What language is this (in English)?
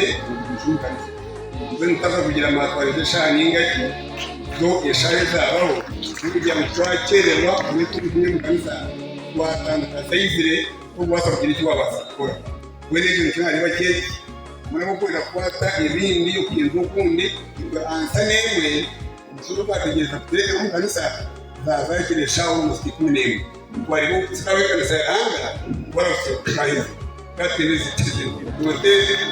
Nyankole